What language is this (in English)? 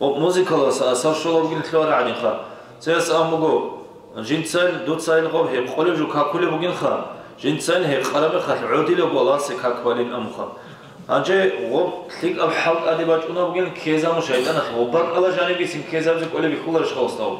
Avaric